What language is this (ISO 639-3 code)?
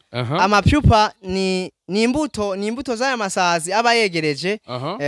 run